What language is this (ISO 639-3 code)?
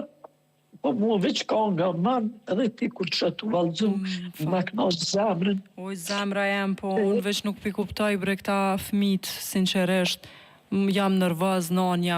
sqi